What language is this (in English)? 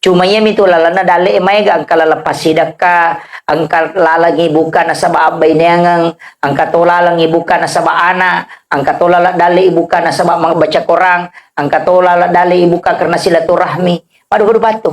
Buginese